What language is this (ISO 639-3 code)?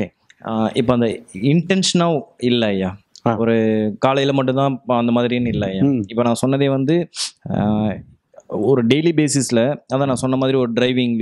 tam